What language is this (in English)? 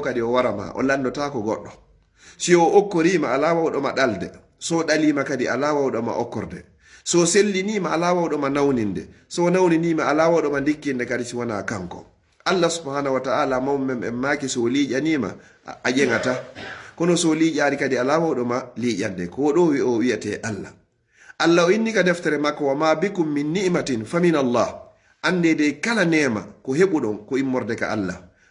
Pular